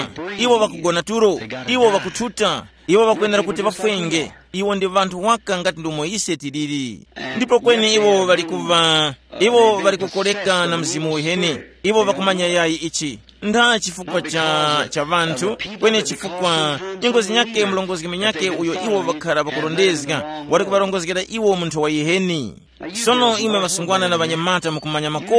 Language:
Tumbuka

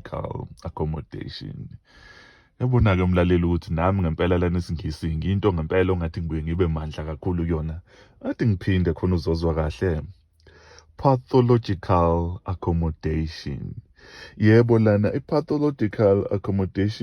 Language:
Zulu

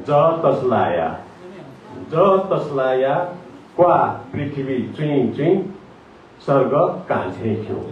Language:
Newari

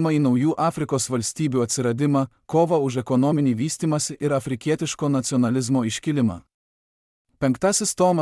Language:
Lithuanian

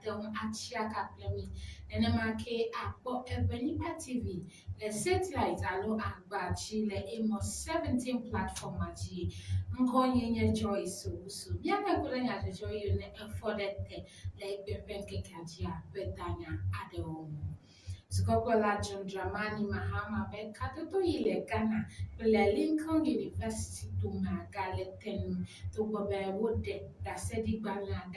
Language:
Ewe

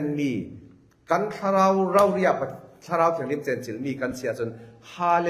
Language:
Falam Chin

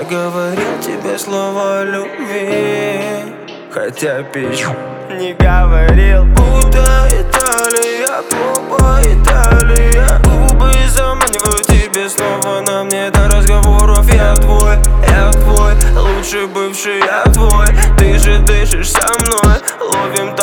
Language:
Russian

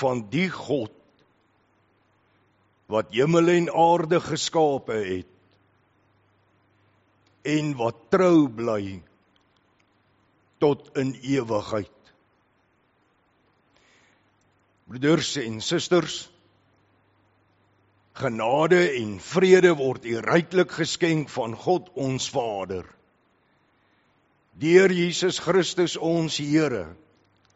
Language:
Afrikaans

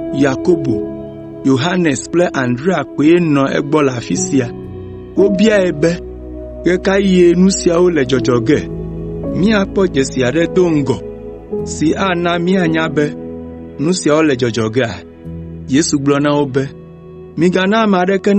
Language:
Ewe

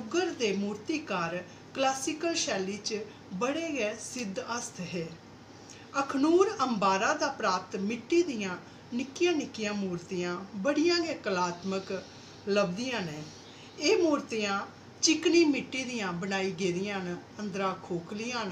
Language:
Dogri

